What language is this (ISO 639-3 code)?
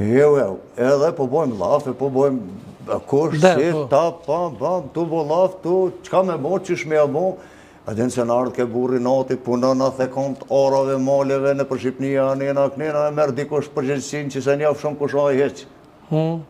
sqi